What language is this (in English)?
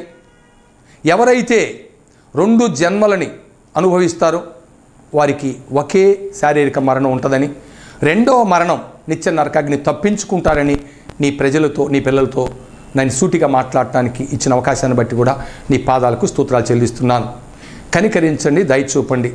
Telugu